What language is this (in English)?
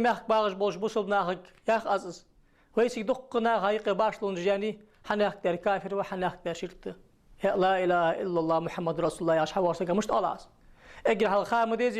Ingush